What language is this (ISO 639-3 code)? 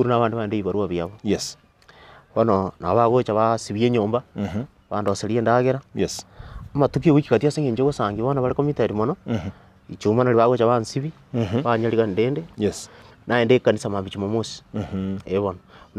guz